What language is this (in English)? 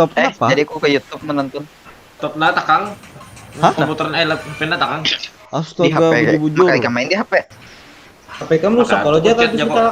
Banjar